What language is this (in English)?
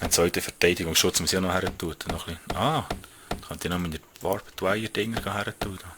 Swiss German